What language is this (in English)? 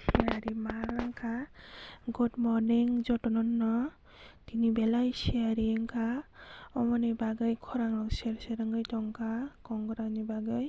Kok Borok